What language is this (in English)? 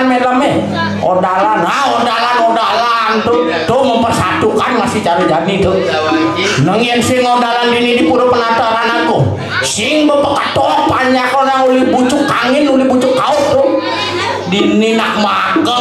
Balinese